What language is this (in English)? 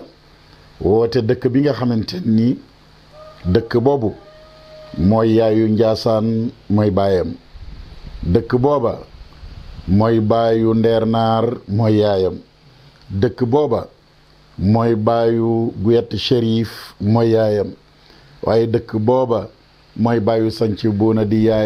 Wolof